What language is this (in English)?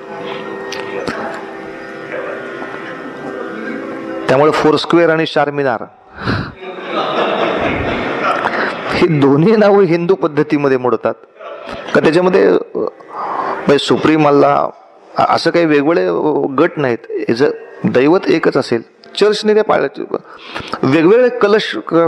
Marathi